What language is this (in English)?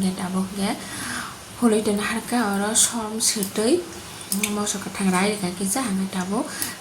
Kok Borok